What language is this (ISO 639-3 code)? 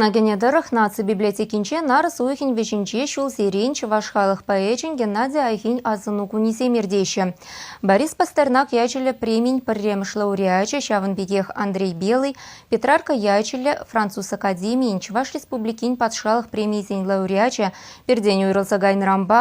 chv